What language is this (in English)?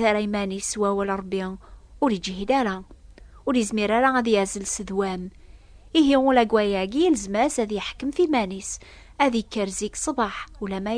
Kabyle